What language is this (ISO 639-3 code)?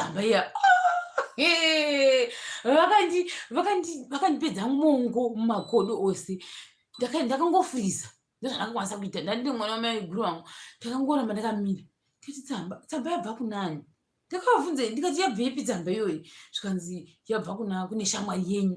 sna